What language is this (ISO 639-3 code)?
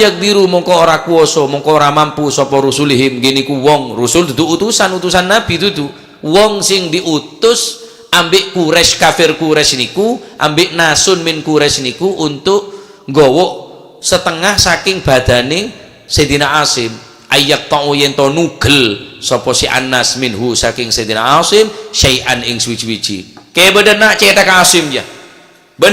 mad